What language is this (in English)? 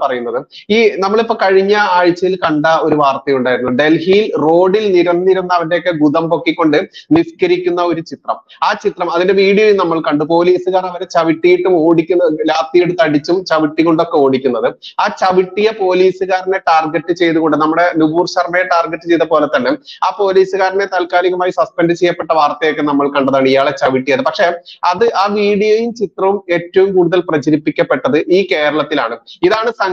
Malayalam